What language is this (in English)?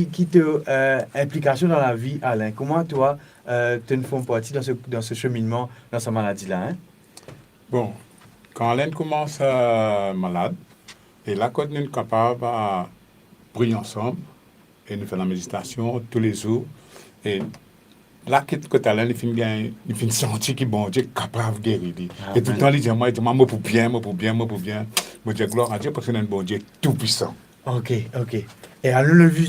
Morisyen